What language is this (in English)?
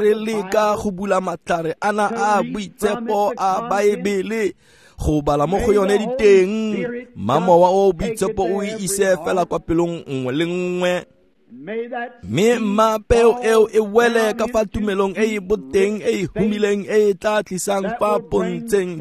Tswana